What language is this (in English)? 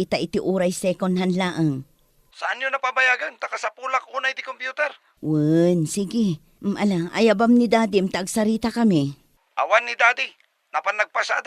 Iloko